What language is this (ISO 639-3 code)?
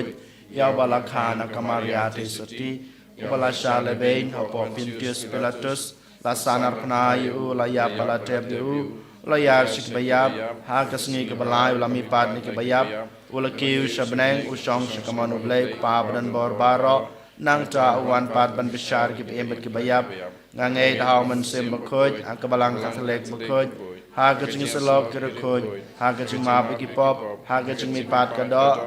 kha